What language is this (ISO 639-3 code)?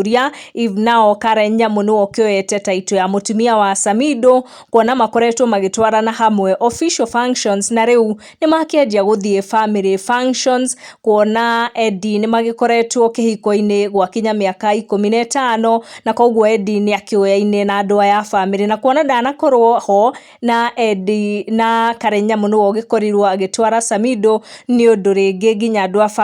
kik